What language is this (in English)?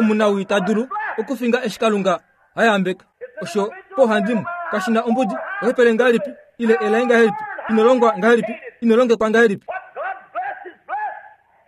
Kuanyama